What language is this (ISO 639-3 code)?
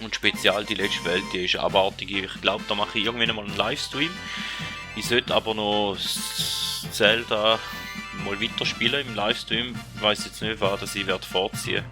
gsw